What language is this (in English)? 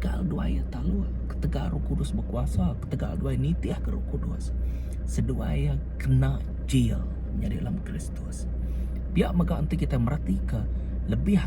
Iban